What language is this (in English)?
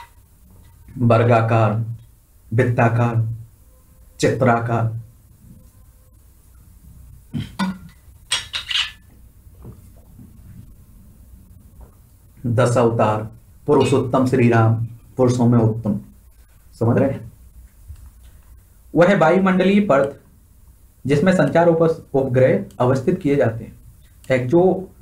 Hindi